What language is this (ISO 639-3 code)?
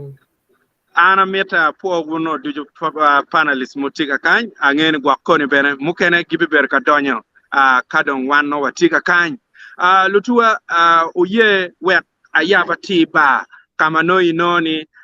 ach